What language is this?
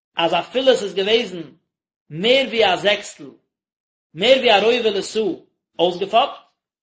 Yiddish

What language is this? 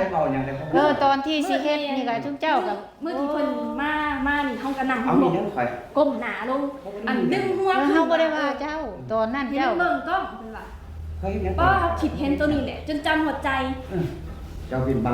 Northeastern Thai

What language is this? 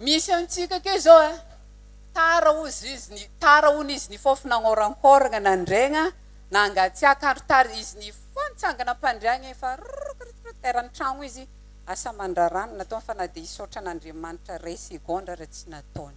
Malagasy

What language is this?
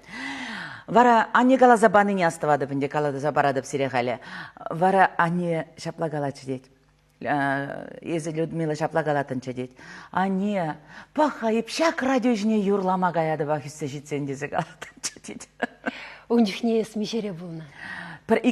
Chuvash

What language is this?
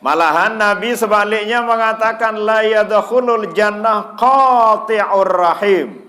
Sasak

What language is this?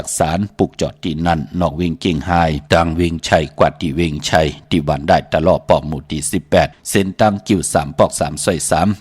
Shan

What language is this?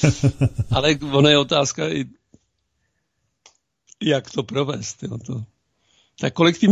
Czech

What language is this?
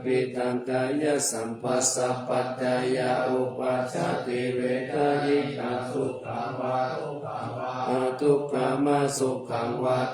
Pali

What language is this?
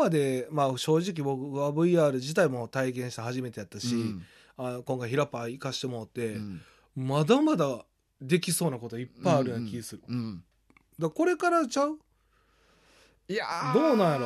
Japanese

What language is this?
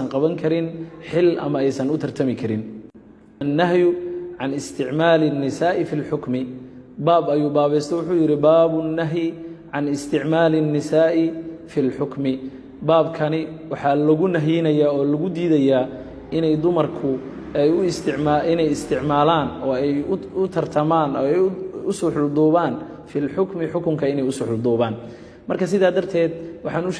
Somali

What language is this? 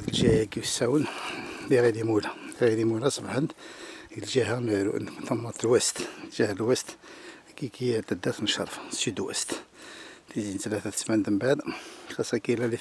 Kabyle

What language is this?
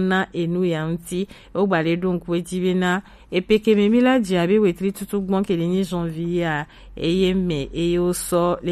Gen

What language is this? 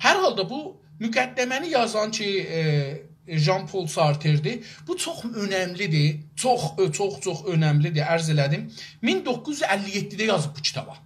South Azerbaijani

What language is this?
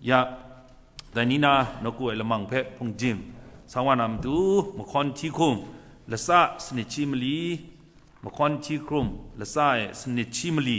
Kachin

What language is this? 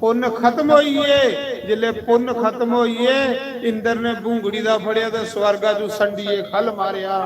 Dogri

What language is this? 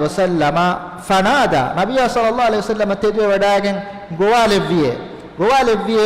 Divehi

